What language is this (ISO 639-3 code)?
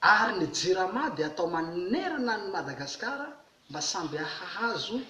mlg